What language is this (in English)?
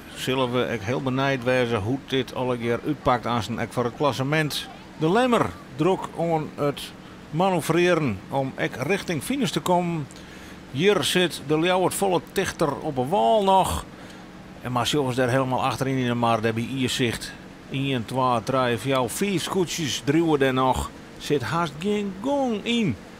Western Frisian